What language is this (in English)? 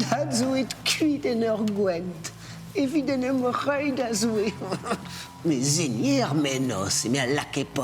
Breton